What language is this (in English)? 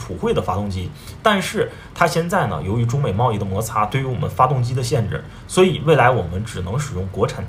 Chinese